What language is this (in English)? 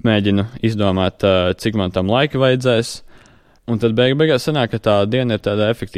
Latvian